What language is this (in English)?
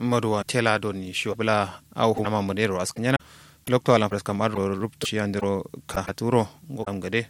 Kanuri